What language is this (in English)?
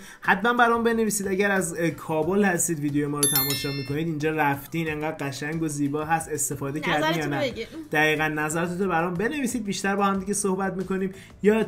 Persian